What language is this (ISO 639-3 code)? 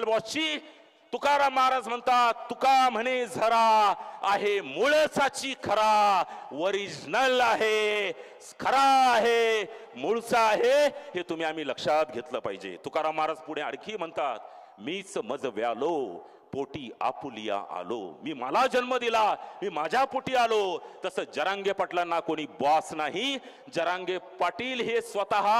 mar